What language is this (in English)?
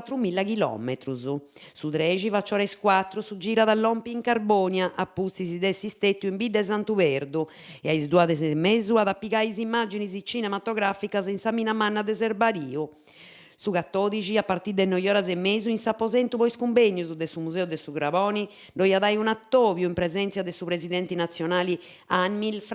Sardinian